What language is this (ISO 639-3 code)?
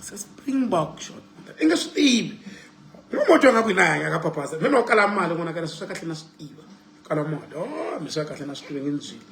tso